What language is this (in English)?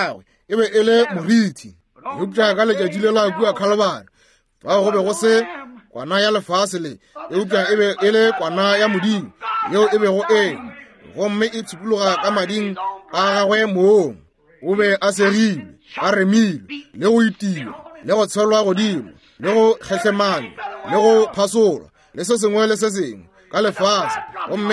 Northern Sotho